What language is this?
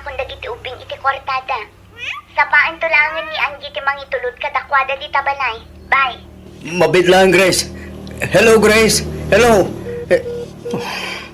Iloko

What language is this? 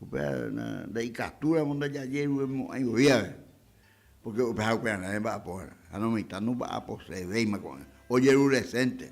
Guarani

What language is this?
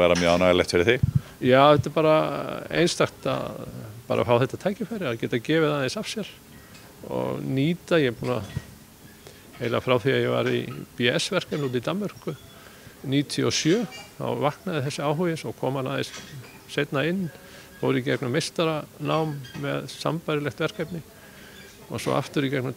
Icelandic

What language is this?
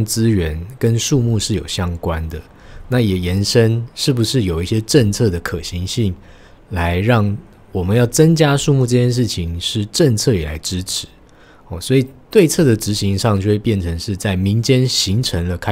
Chinese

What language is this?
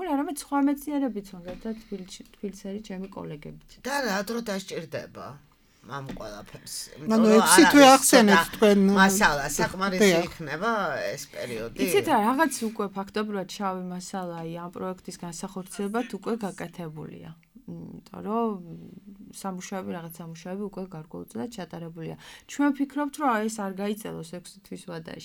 Georgian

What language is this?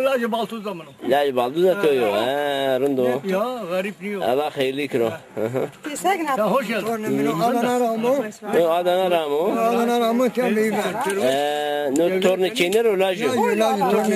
Zaza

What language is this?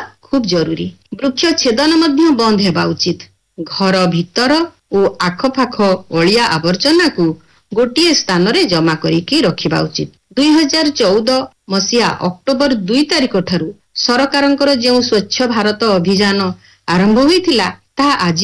Odia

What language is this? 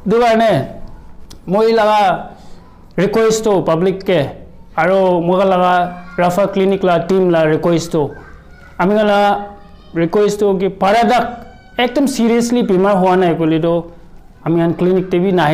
Naga Pidgin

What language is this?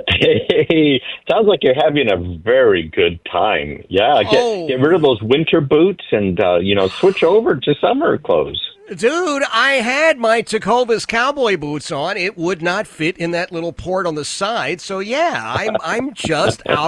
English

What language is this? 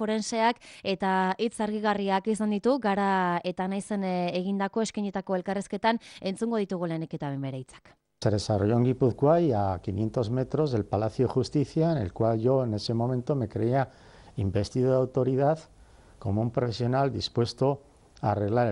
Basque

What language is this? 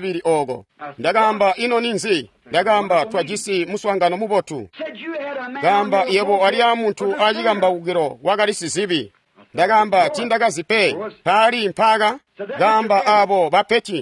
Tonga (Zambia)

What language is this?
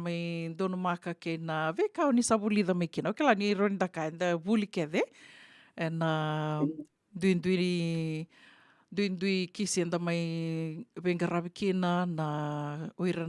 Fijian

